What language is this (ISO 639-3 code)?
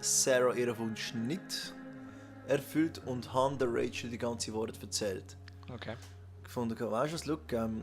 gsw